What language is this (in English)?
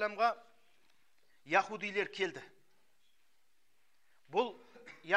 Kazakh